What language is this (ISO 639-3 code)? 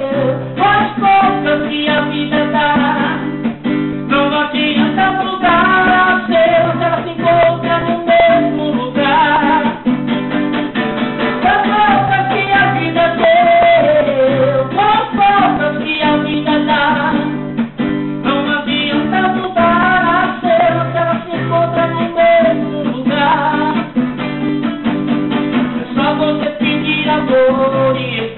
por